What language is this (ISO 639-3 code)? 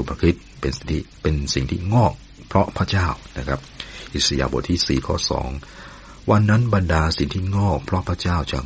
tha